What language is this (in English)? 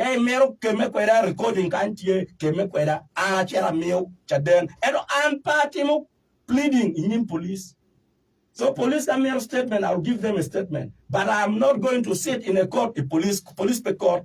Acoli